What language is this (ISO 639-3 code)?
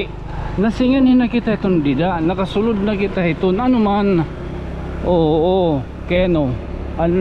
war